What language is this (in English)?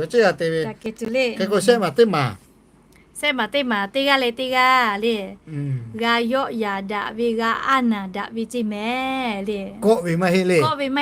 Lahu